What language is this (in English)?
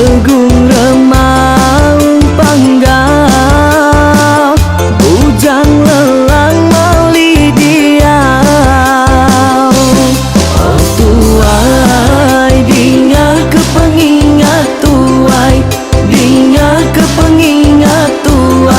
Iban